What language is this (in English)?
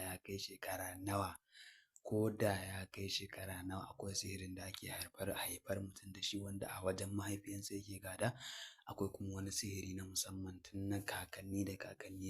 Hausa